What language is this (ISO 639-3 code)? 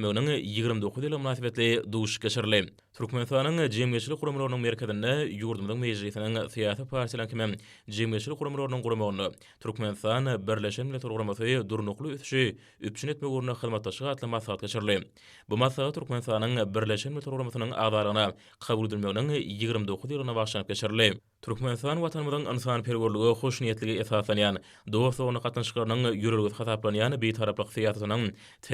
tuk